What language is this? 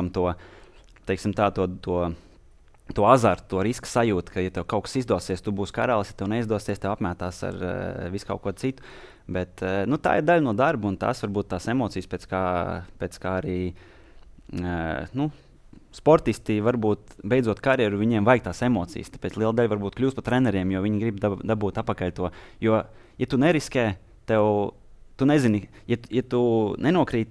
Latvian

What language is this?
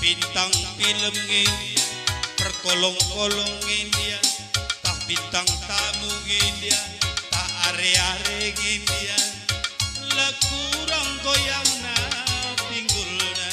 Batak Karo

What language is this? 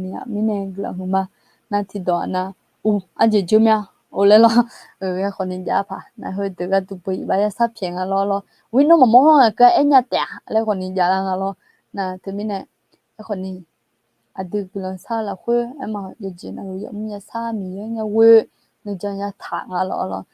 Akha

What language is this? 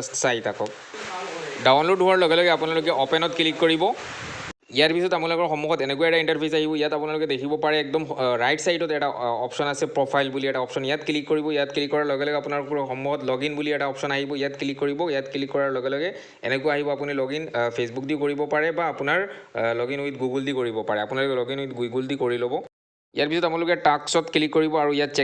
Assamese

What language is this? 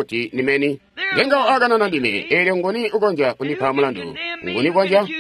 Tonga (Zambia)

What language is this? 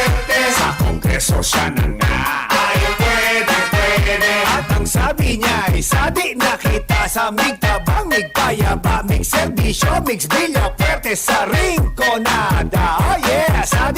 Bikol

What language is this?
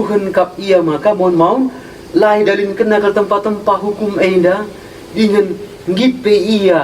Batak Karo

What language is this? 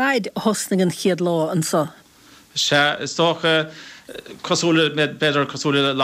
Irish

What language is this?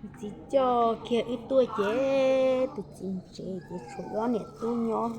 Hmong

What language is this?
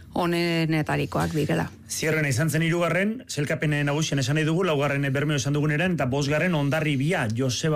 Basque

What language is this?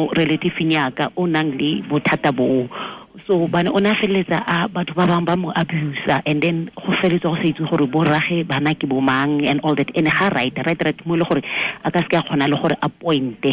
Tswana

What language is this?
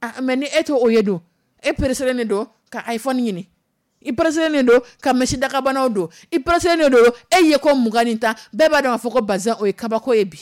Dyula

